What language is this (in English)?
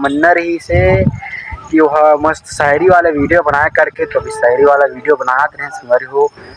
Chhattisgarhi